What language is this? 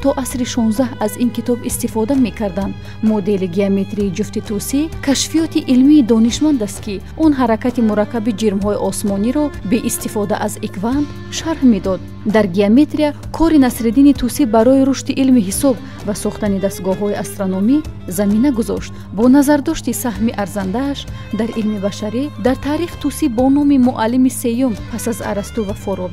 Tajik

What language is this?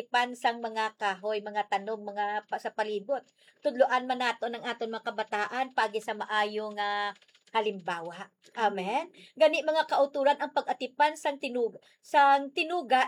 Hiligaynon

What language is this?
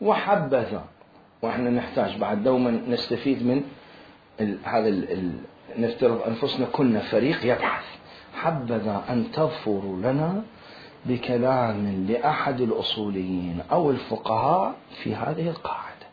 Mesopotamian Arabic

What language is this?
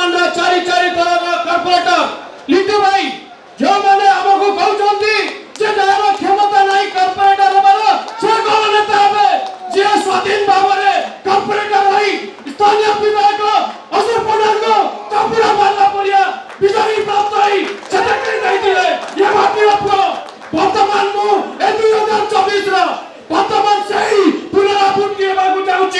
Odia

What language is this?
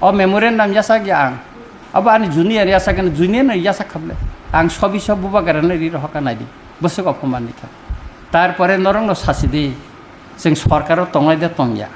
Kok Borok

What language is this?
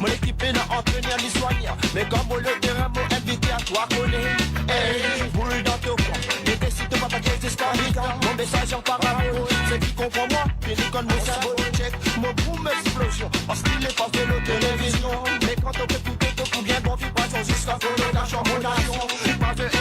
Morisyen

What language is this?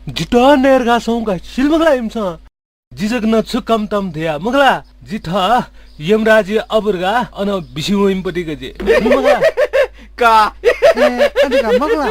Newari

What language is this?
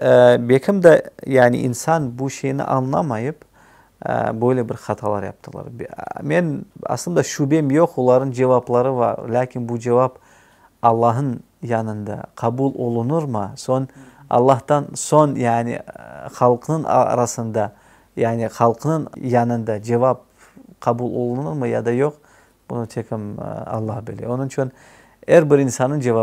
Crimean Tatar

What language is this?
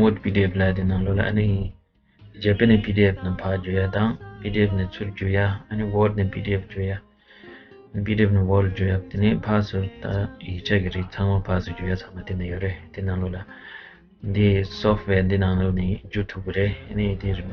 Tibetan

